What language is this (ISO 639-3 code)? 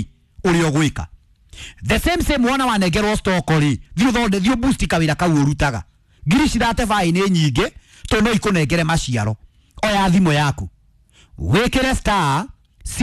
kik